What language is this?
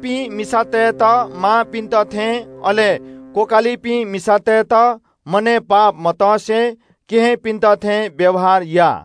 Newari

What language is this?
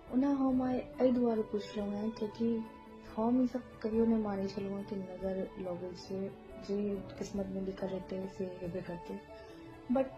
Maithili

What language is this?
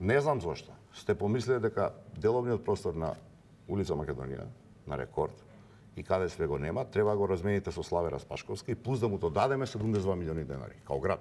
Macedonian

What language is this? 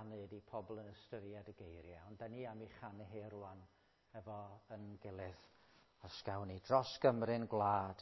Welsh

